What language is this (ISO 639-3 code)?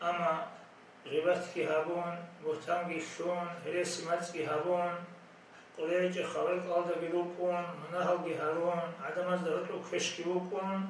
ava